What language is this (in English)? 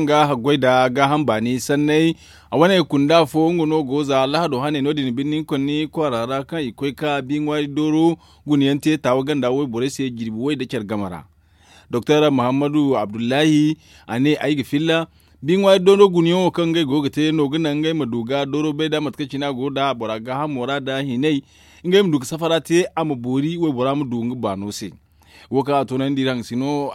Zarma